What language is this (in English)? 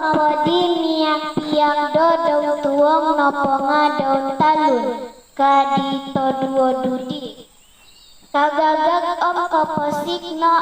Central Dusun